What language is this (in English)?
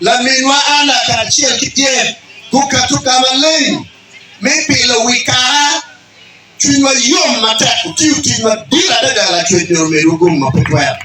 Acoli